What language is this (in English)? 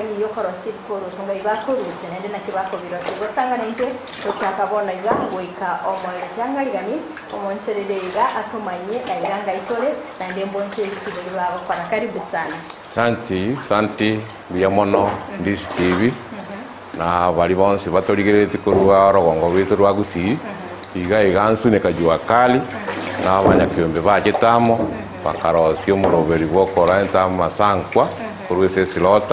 Gusii